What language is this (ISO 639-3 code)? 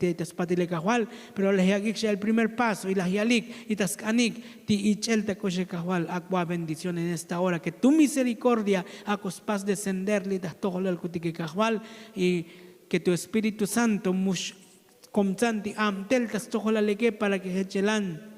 tzo